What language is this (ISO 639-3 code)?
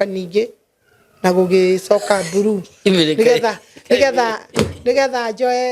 kik